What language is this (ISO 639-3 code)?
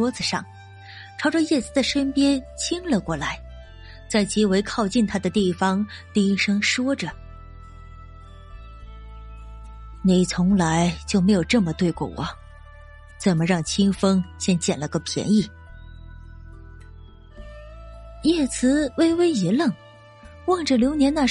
zho